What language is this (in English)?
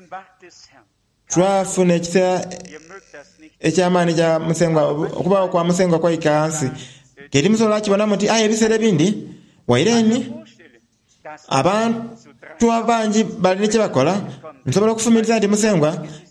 Soga